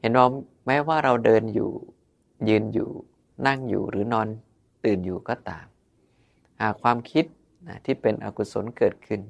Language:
Northeastern Thai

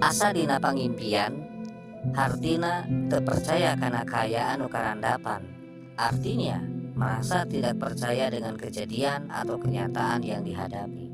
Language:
Sundanese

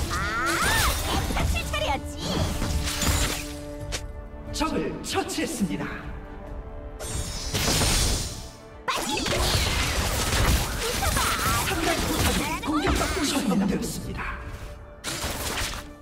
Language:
Korean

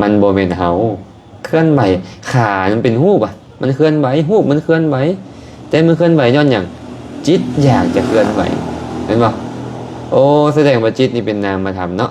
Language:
Lao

